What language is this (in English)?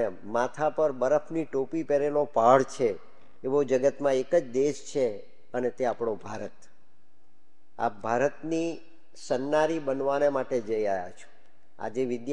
Gujarati